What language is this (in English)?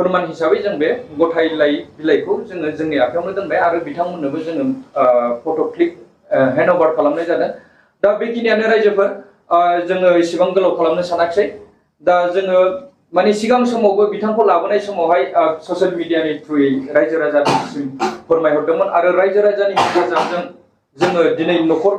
Bodo